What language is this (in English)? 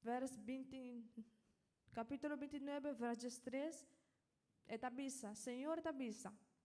Papiamento